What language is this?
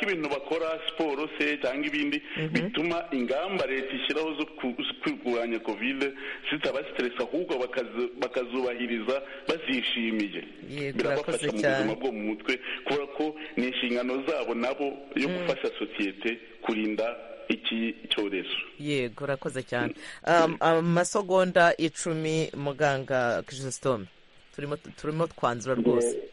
Kinyarwanda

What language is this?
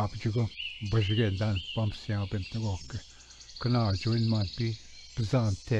Ojibwa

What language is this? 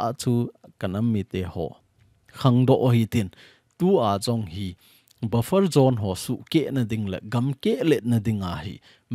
Thado Chin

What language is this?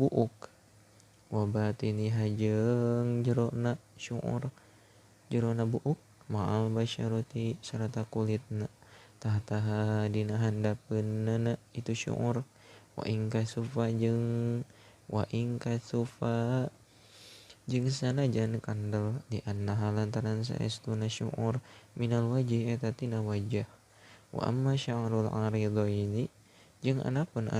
Sundanese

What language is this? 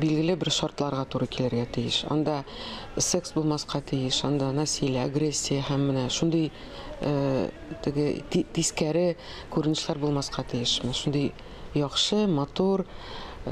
Tatar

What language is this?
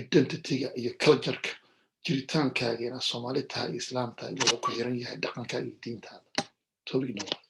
Somali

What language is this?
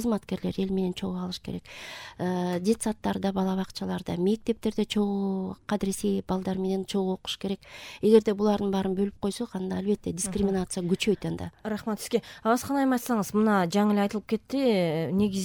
Kyrgyz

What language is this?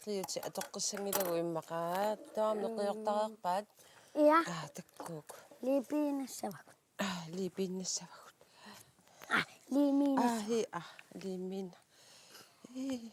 Kalaallisut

